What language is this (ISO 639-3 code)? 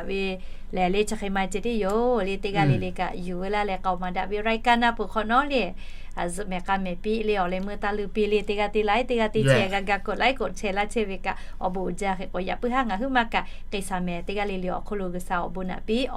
lhu